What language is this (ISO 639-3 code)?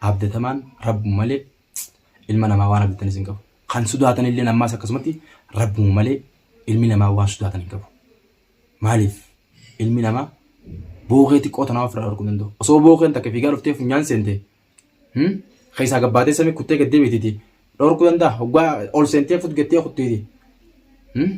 orm